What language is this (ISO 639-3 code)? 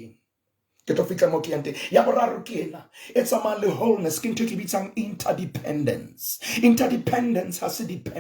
sot